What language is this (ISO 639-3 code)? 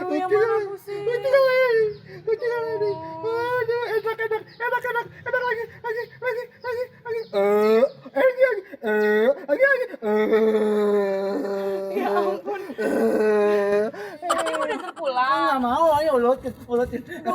bew